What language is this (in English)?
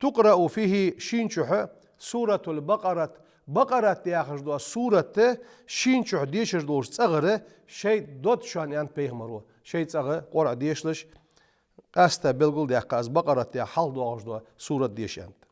Ingush